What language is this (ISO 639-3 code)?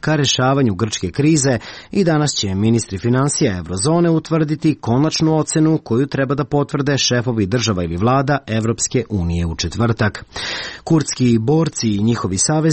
srp